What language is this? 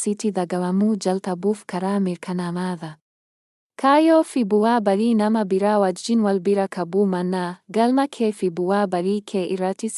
Oromo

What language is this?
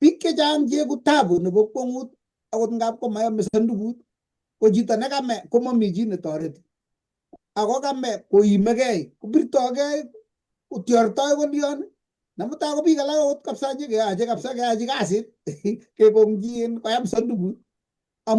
Kalenjin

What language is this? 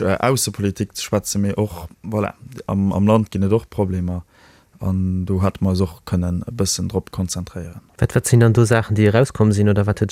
Luxembourgish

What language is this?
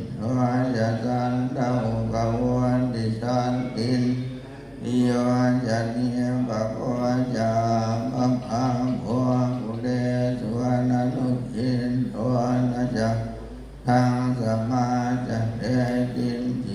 Pali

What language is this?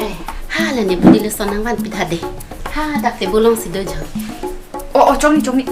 Karbi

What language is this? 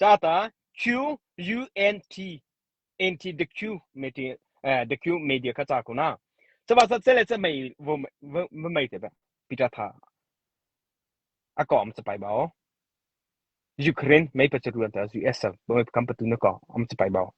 Mara Chin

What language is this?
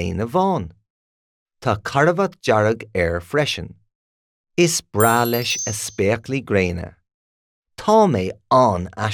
Irish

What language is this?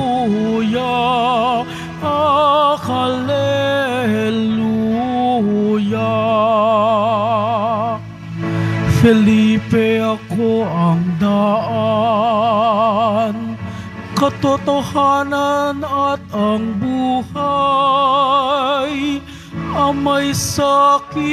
Filipino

